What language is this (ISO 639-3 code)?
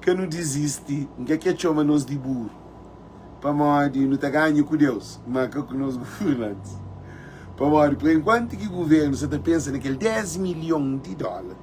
kea